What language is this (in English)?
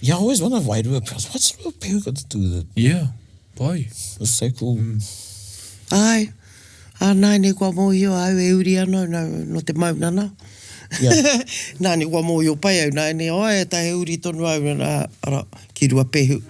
Māori